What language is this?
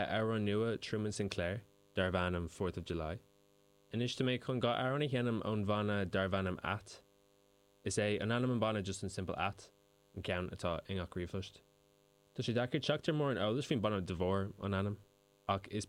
Irish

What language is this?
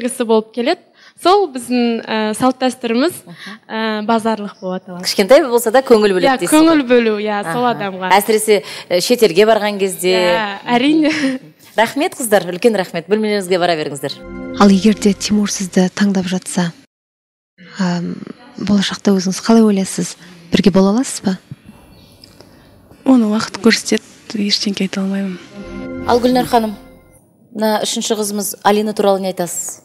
Kazakh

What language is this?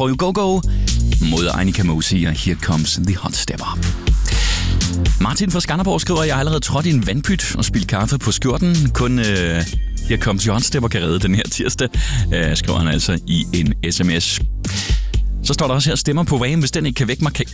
Danish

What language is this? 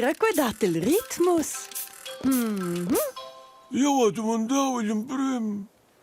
Romansh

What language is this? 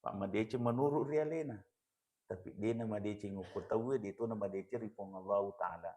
Buginese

